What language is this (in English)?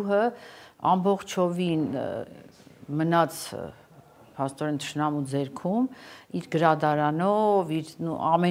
Armenian